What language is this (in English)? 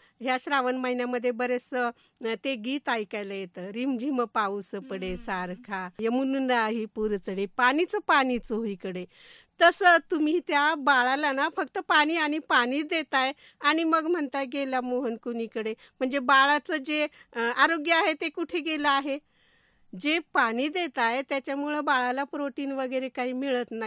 Marathi